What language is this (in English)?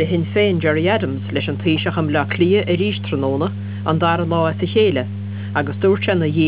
Irish